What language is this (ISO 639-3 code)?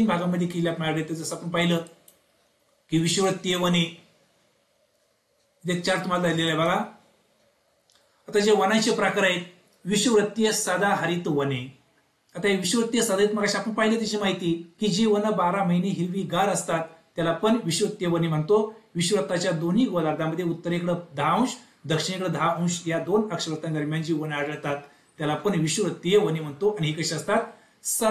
mar